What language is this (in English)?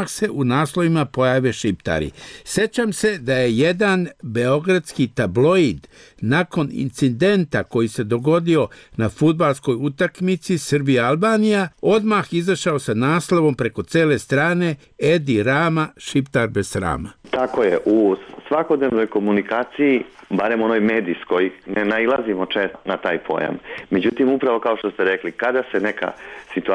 Serbian